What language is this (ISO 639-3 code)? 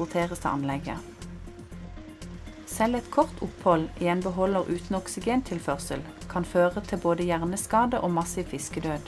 nor